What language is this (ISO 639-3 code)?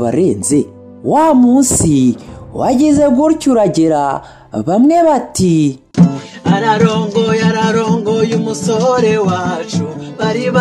kin